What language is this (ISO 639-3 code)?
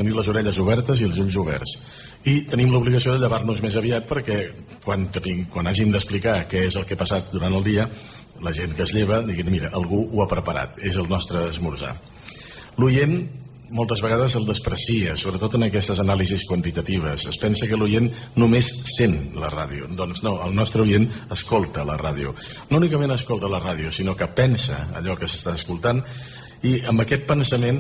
cat